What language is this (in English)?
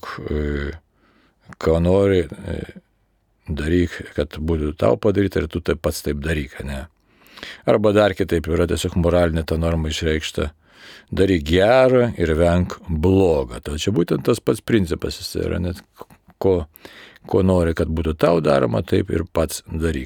Lithuanian